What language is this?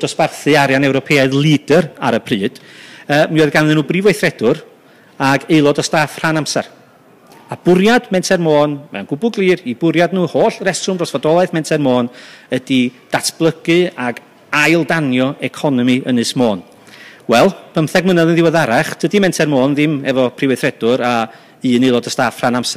Welsh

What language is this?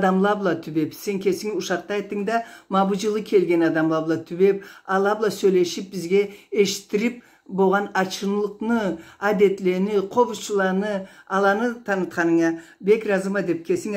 Karachay-Balkar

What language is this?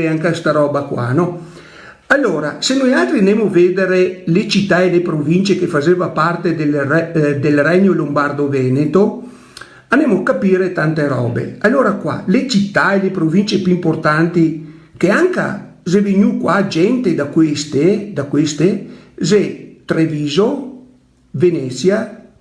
Venetian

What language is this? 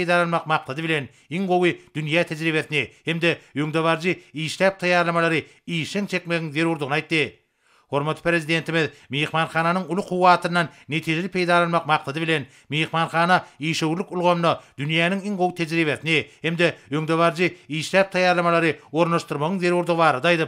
Turkmen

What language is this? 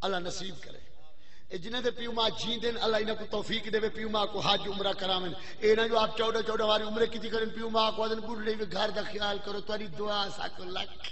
Saraiki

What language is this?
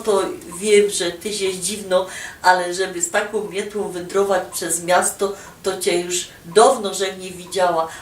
Silesian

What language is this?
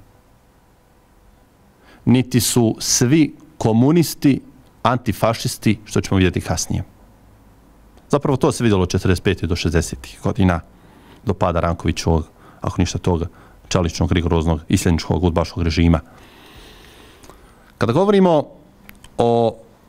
Bosnian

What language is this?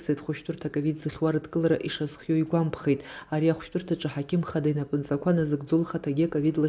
Abkhazian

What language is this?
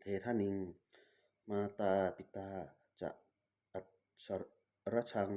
Pali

